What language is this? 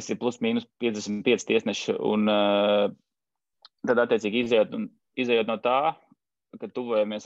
Latvian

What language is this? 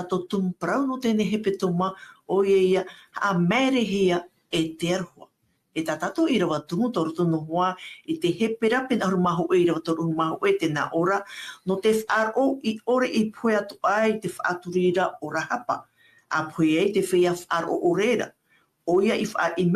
Tahitian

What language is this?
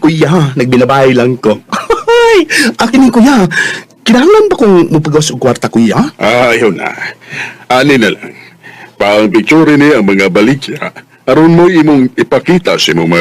Cebuano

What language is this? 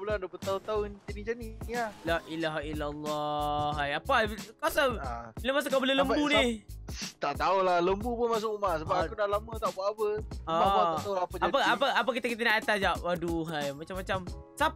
Malay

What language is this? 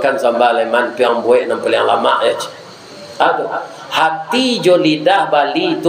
Minangkabau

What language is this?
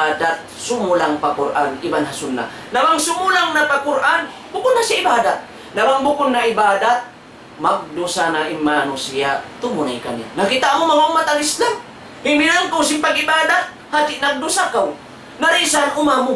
Tausug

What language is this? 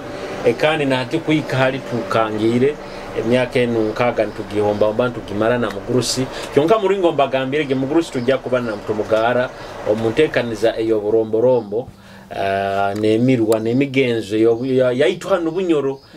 Nyoro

